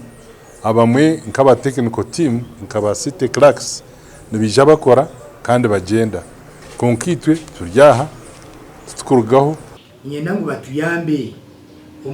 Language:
Nyankole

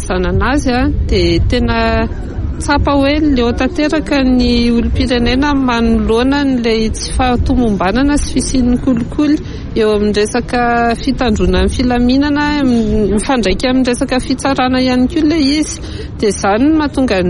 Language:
Malagasy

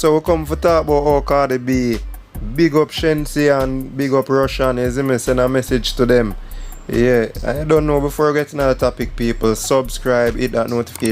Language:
Jamaican Creole English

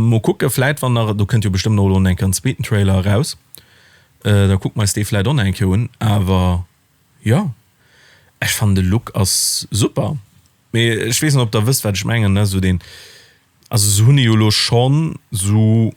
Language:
Luxembourgish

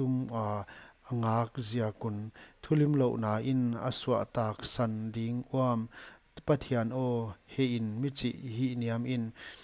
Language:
Paite Chin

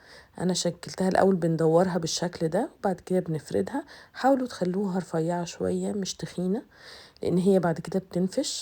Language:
Egyptian Arabic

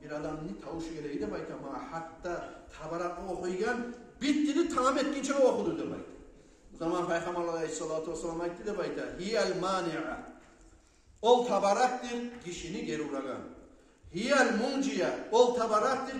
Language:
Kumyk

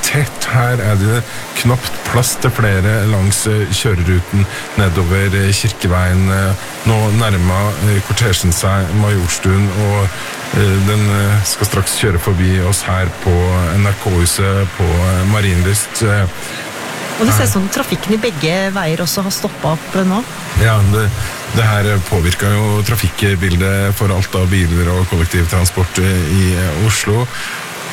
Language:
Norwegian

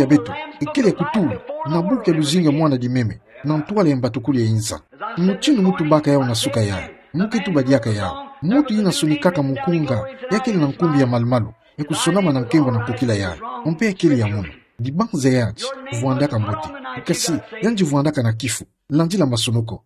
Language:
Kituba (Democratic Republic of Congo)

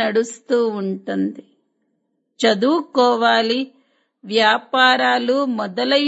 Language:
Telugu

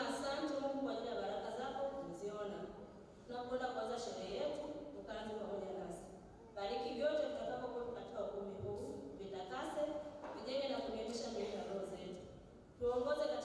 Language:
Swahili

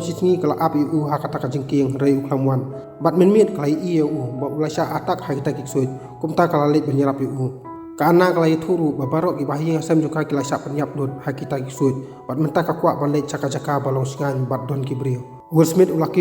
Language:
Khasi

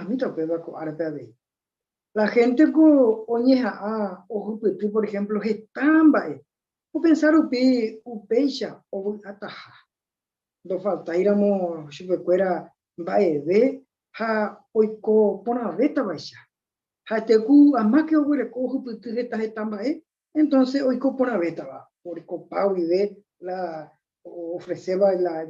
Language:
Guarani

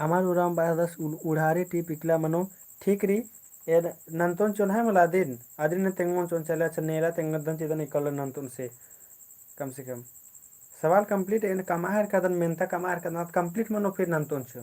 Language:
Kurukh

